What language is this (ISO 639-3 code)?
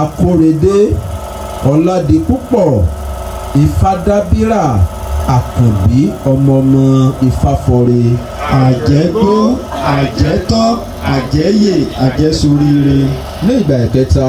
yor